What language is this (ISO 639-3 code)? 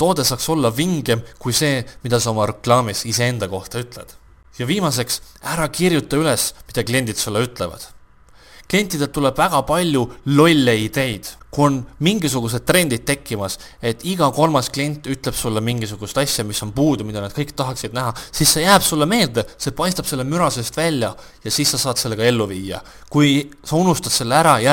est